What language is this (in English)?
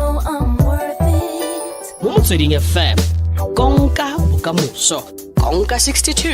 Tswana